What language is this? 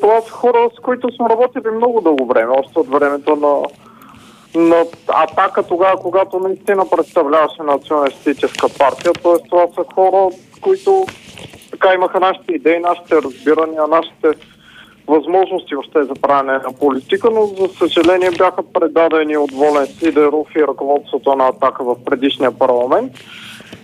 Bulgarian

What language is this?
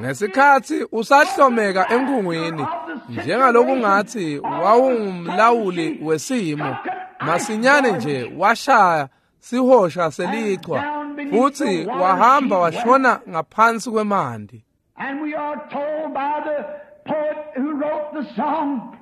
Swati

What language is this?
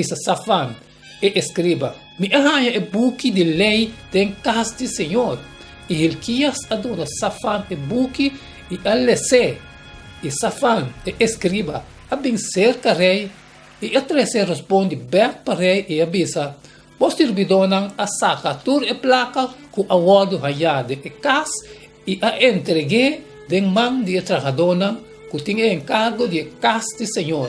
Papiamento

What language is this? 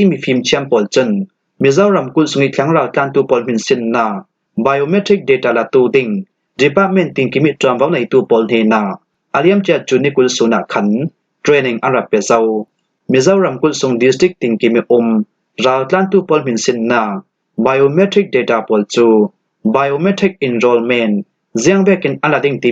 Falam Chin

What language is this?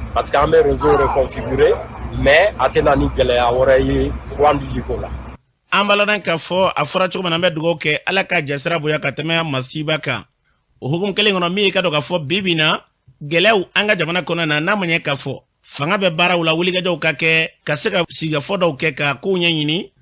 Bambara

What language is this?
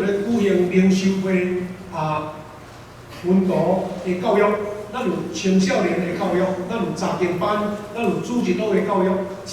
Min Nan Chinese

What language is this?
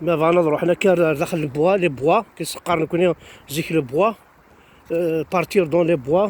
Kabyle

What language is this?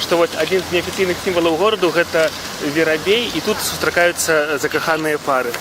Belarusian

